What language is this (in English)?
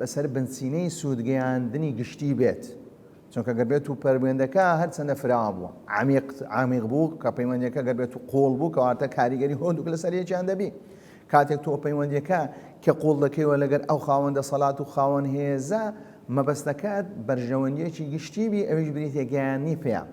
Central Kurdish